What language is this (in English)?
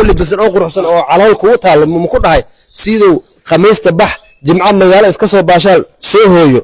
Somali